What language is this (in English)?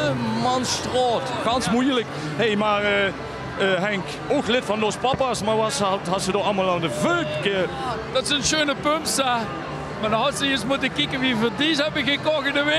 Limburgish